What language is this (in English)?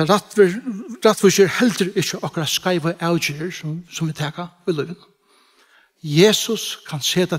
Faroese